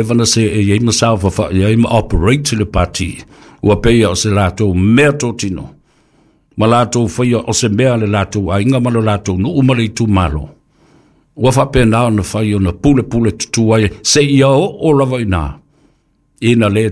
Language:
Samoan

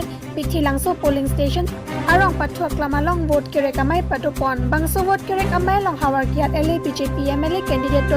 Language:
Karbi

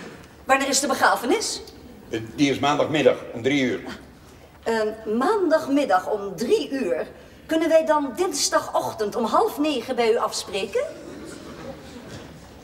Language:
Dutch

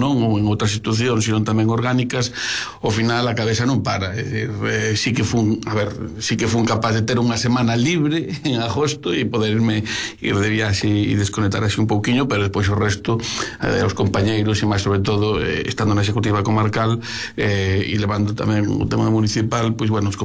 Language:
Galician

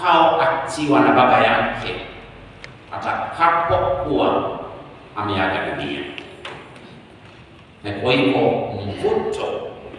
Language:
Swahili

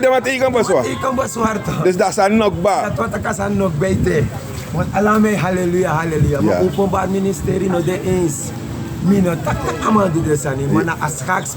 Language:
Sranan Tongo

